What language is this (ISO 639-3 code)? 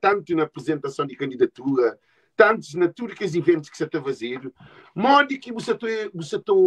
kea